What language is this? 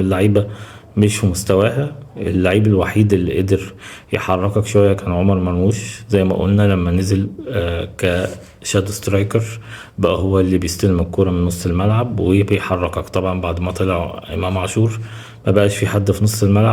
Egyptian Arabic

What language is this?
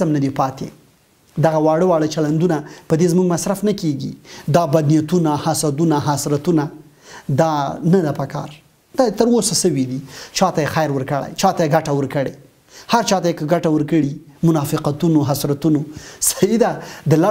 Pashto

